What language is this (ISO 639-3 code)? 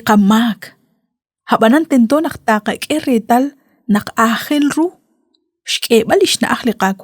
kek